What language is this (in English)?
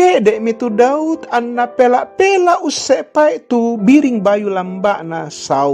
Toraja-Sa'dan